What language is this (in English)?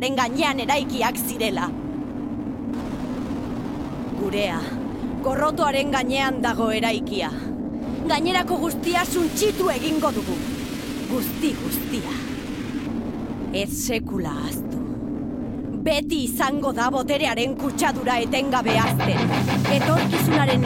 Basque